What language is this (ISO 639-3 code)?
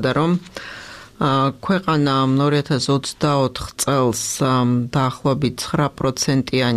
kat